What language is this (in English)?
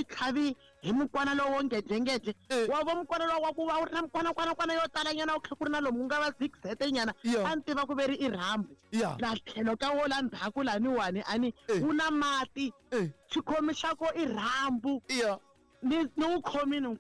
Tsonga